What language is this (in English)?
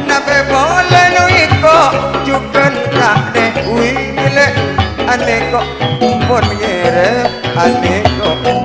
Madurese